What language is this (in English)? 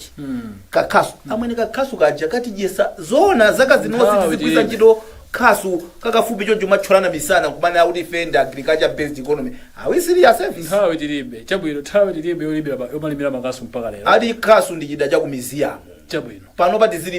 Nyanja